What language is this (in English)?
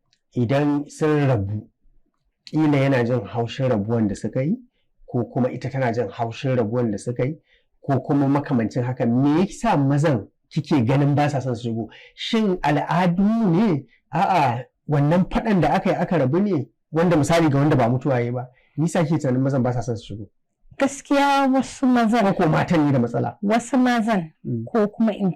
Hausa